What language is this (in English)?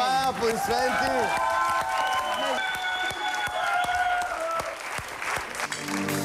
Bulgarian